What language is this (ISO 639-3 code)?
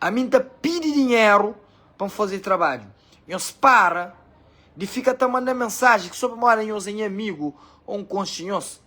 kea